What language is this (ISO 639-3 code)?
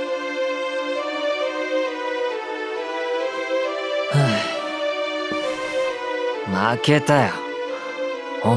jpn